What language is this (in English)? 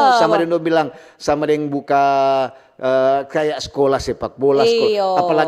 Manado Malay